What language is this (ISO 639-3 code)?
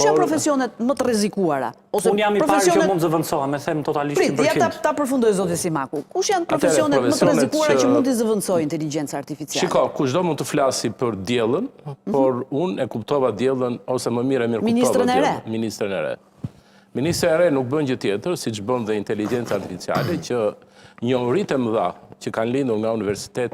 sqi